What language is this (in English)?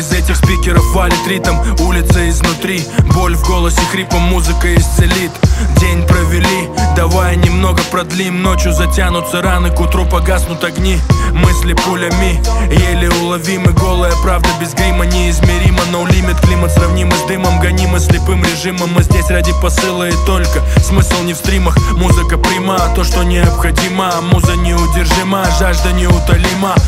Russian